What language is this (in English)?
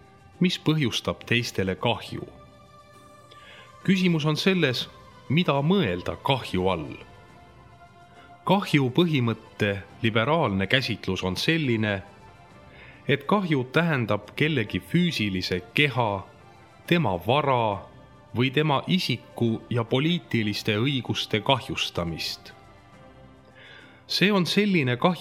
Estonian